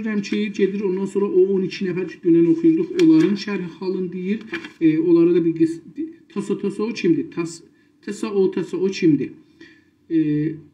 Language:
South Azerbaijani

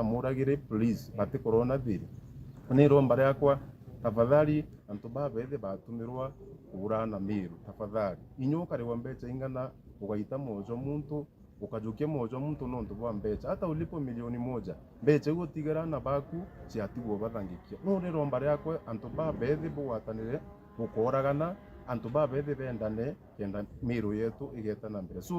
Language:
Meru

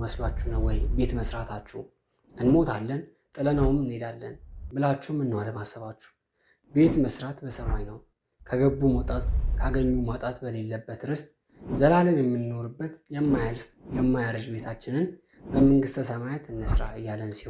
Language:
Amharic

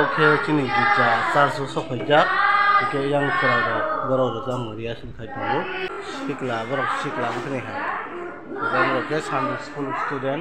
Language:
Kok Borok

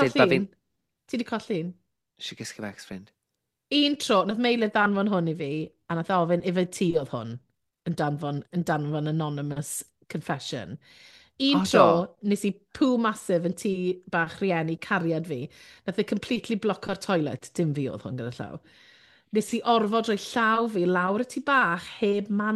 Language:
Welsh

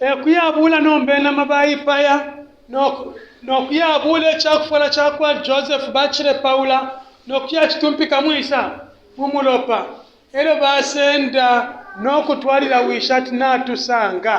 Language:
Bemba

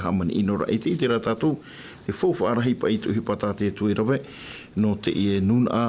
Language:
Tahitian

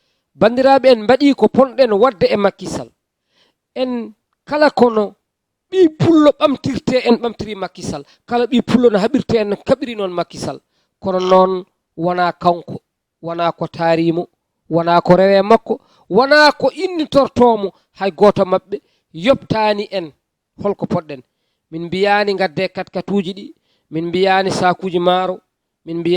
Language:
Fula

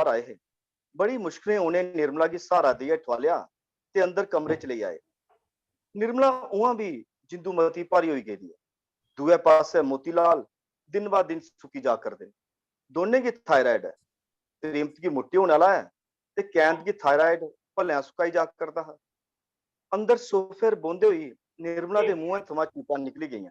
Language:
Dogri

